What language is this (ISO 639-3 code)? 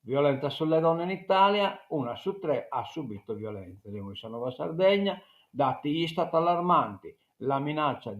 srd